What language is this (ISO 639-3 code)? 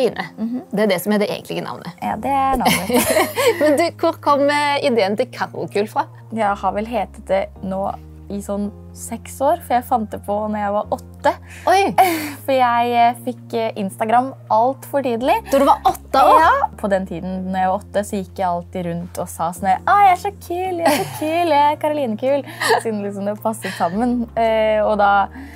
nor